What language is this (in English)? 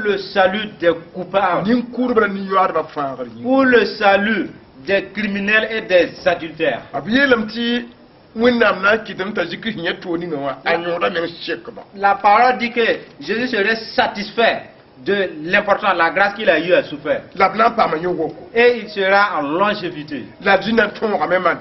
Mossi